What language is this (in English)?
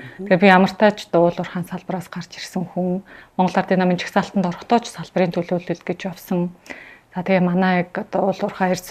Mongolian